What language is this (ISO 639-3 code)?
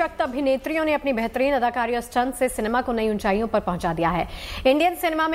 hin